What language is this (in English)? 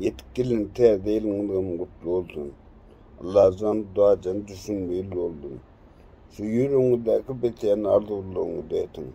Turkmen